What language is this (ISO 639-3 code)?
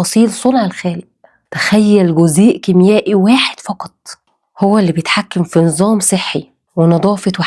arz